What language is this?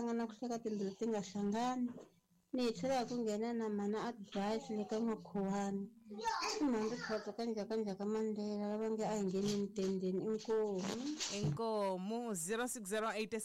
Tsonga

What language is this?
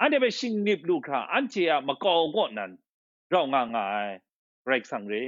Kachin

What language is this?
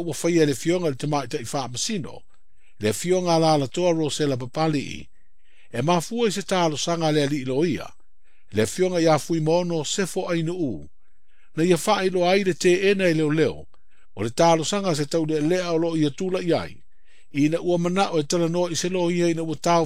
Samoan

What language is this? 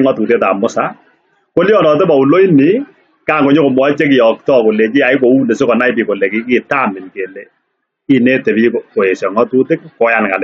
Kalenjin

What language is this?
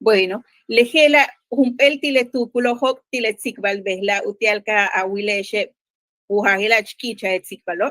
Yucateco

